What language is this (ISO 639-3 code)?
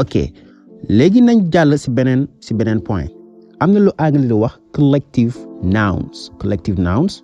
wol